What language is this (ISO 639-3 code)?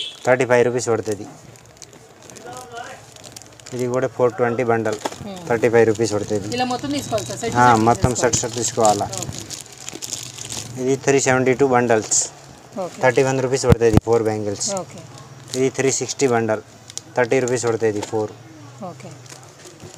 tel